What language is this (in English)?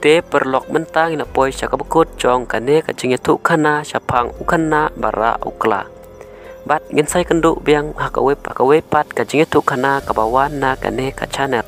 Khasi